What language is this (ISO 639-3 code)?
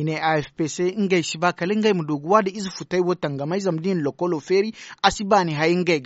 dje